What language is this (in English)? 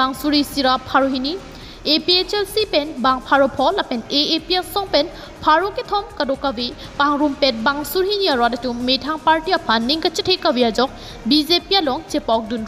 Karbi